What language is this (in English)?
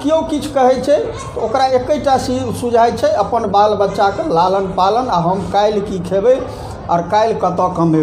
Maithili